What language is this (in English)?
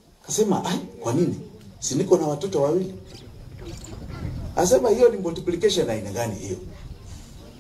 Swahili